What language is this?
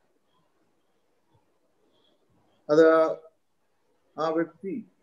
Malayalam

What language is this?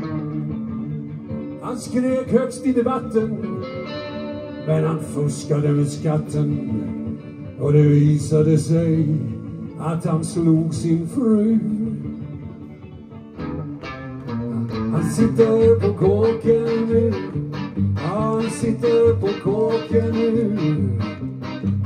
Swedish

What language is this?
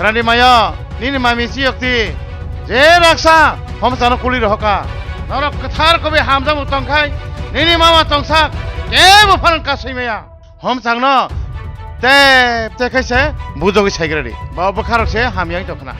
Kok Borok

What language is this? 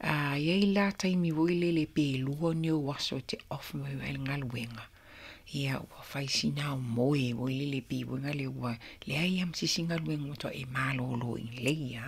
Samoan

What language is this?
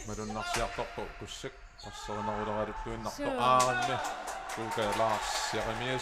Kalaallisut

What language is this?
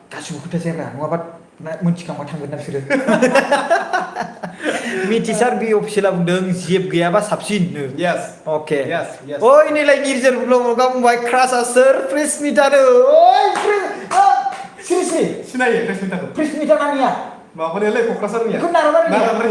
Bodo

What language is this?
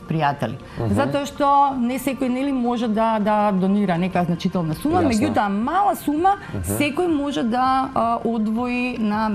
Macedonian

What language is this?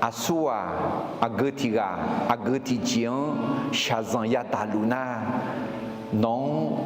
Akha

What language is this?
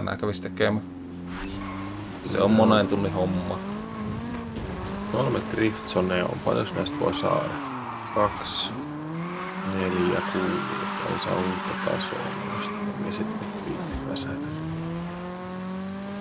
Finnish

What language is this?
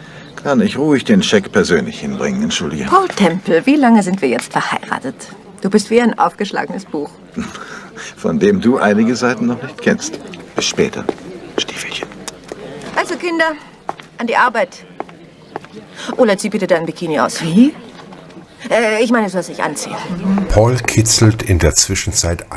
German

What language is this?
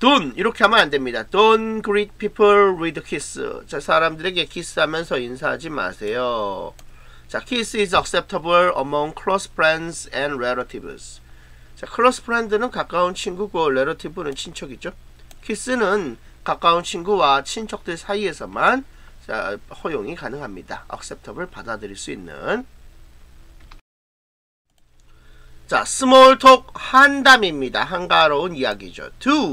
Korean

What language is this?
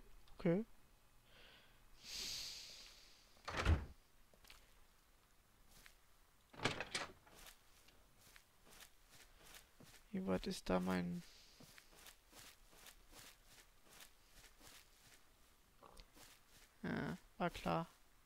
German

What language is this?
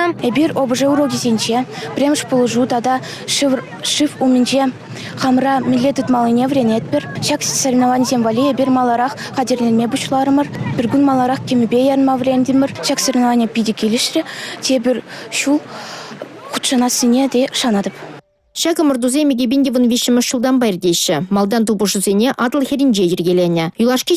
Chuvash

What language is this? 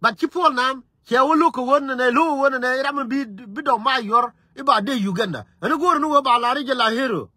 Nuer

